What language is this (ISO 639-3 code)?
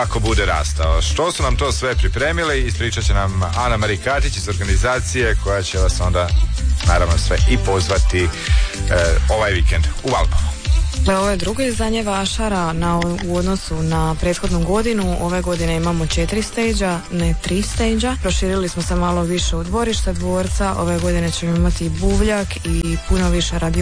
hrv